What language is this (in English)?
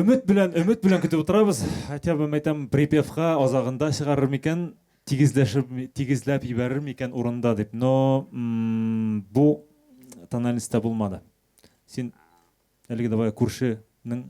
Bashkir